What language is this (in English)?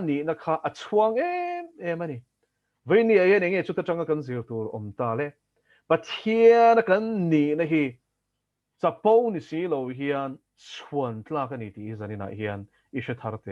Mizo